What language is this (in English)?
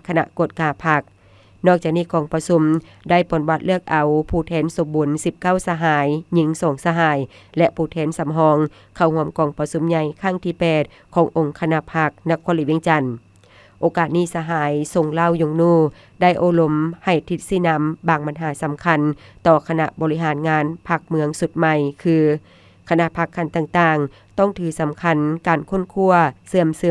Lao